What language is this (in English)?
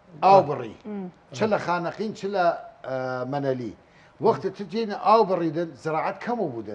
Southern Kurdish